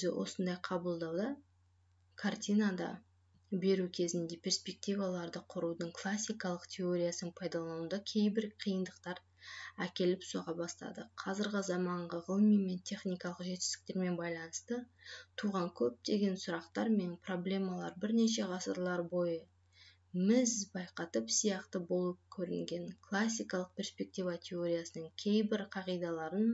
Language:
Kazakh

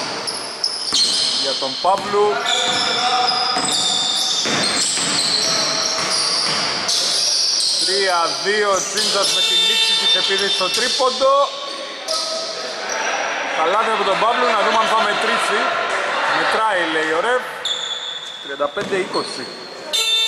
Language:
Greek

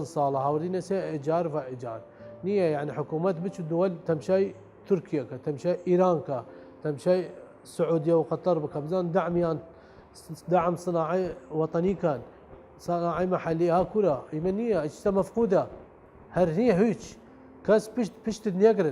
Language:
Southern Kurdish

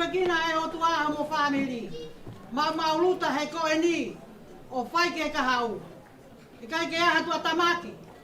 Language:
Tongan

